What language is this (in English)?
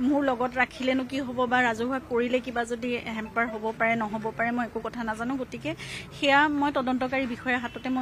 Assamese